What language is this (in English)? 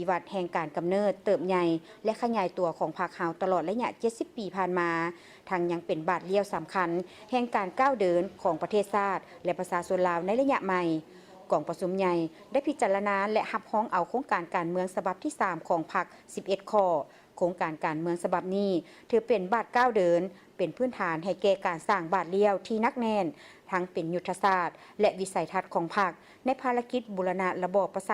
Lao